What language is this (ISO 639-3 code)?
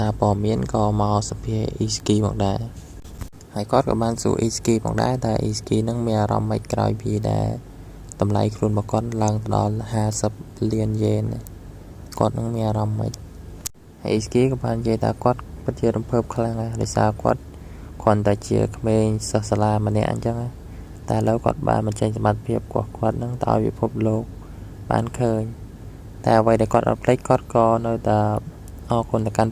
khm